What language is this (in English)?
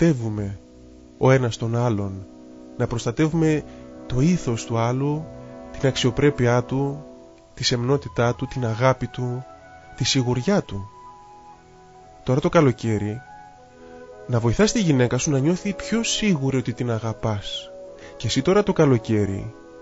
Greek